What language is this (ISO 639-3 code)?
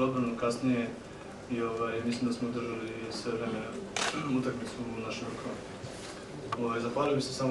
srp